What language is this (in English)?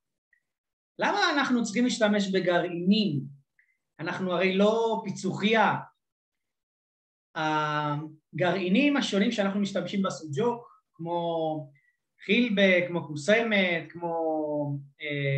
Hebrew